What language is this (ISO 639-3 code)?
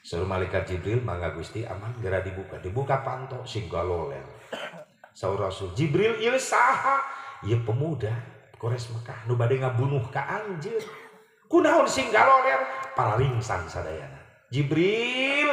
sun